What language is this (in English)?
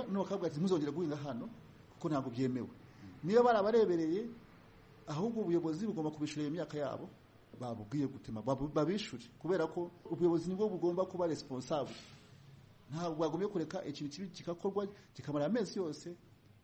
Kinyarwanda